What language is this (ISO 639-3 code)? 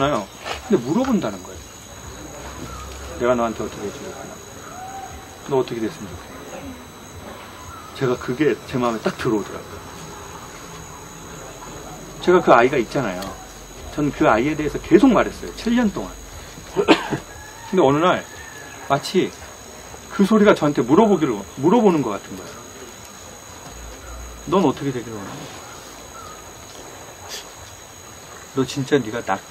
kor